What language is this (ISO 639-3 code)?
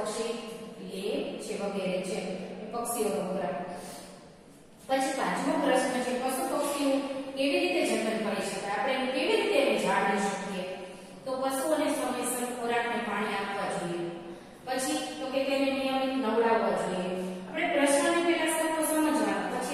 guj